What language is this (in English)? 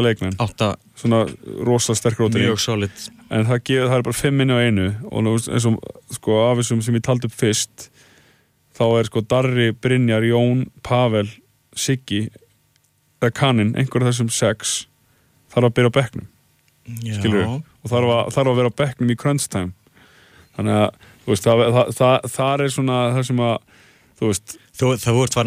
Icelandic